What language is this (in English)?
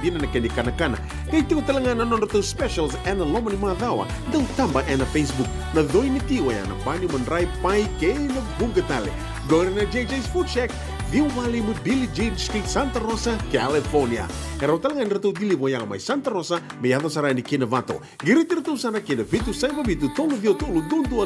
Fijian